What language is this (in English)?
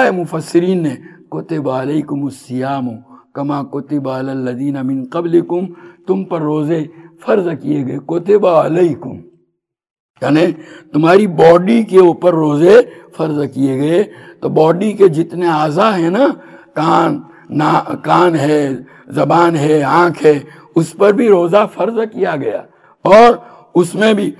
Urdu